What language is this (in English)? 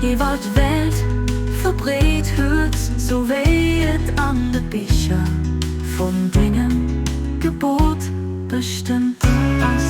Luxembourgish